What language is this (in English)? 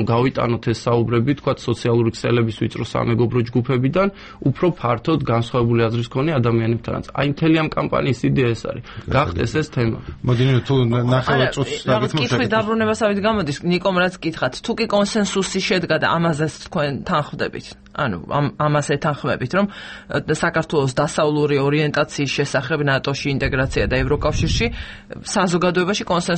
Georgian